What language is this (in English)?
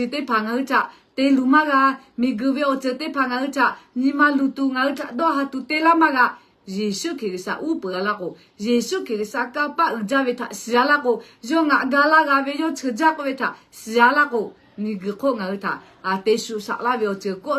Lahu